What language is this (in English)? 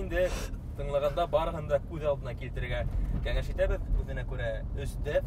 Bashkir